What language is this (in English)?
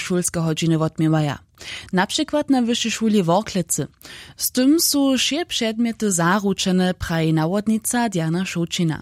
Upper Sorbian